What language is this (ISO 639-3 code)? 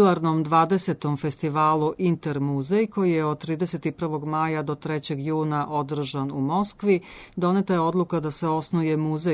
srp